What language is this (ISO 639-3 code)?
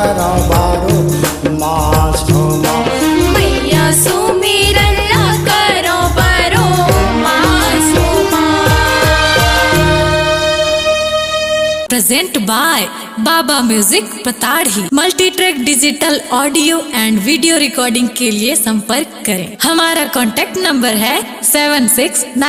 hne